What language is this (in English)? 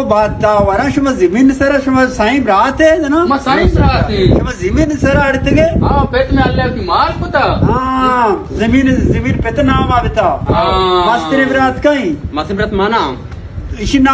Baluchi